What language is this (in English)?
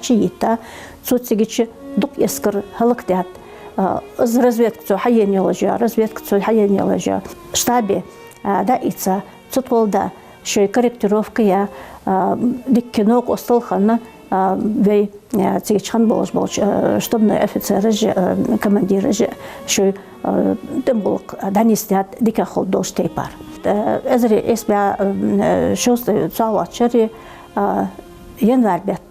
Ingush